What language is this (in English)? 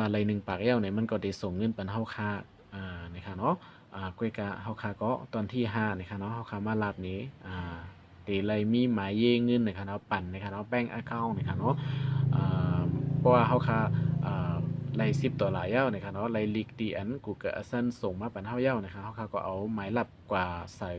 Shan